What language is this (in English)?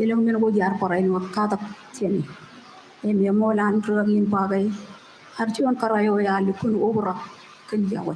Marshallese